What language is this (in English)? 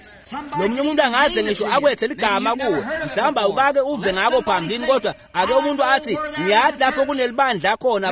Swati